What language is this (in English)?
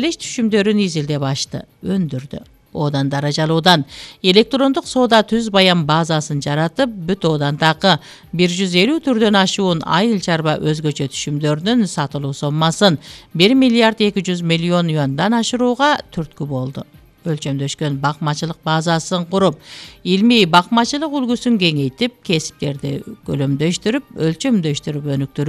Kyrgyz